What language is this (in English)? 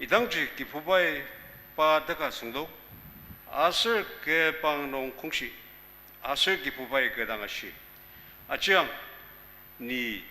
Ao Naga